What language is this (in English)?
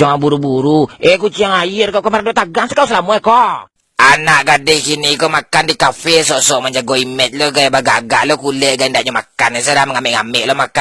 Minangkabau